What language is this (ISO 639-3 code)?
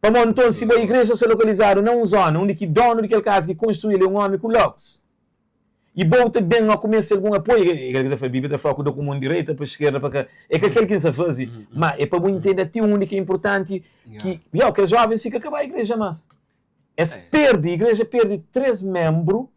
kea